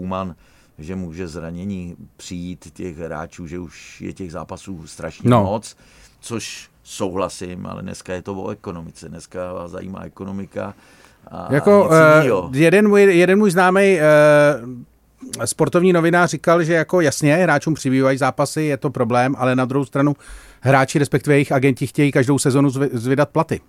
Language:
Czech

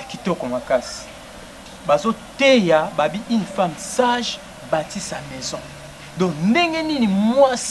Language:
Lingala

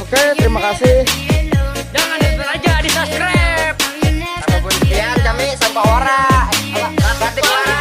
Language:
Banjar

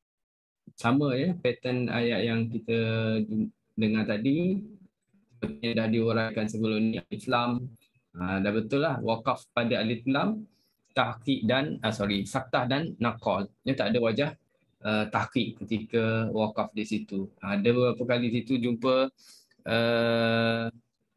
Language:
Malay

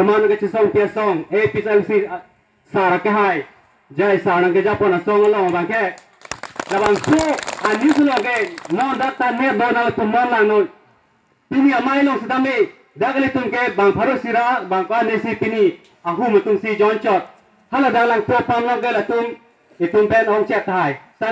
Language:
Karbi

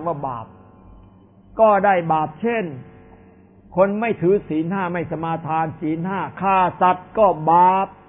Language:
Thai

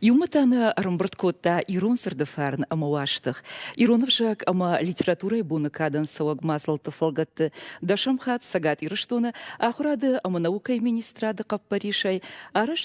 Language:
Ossetic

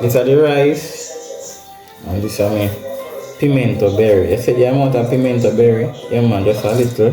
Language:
Jamaican Creole English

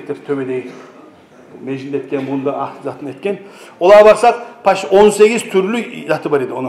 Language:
Kumyk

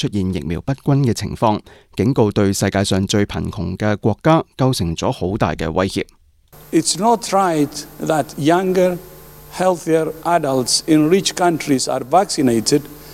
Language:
Cantonese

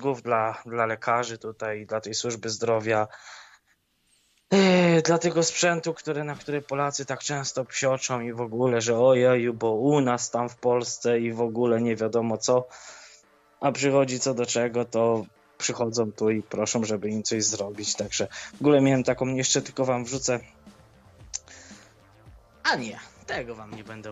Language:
Polish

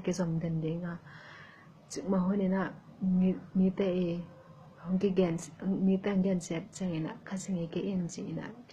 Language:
Tedim Chin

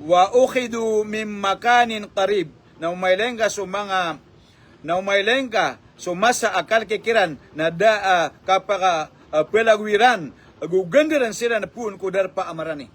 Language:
Maranao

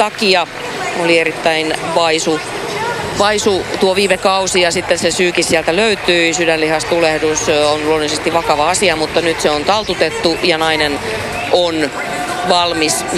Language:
Finnish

